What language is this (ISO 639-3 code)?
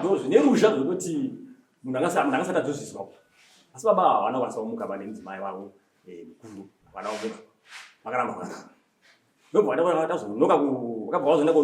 sna